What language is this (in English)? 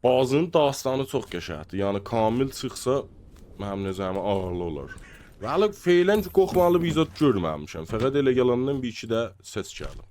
South Azerbaijani